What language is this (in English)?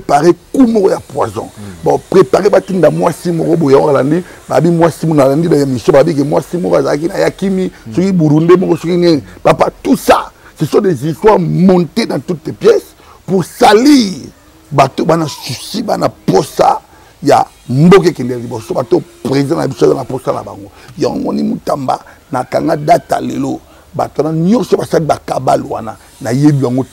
Lingala